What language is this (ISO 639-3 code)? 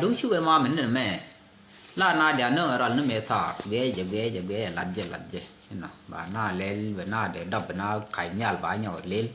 nus